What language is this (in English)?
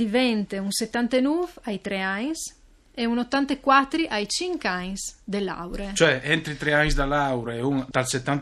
Friulian